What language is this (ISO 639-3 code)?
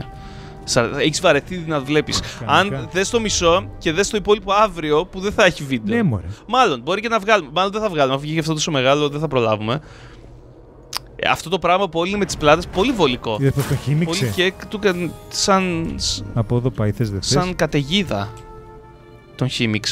ell